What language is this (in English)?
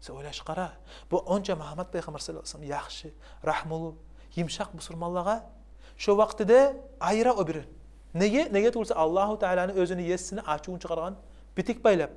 Kumyk